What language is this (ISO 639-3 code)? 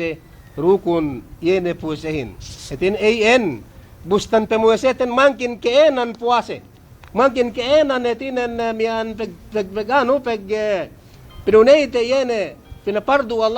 yka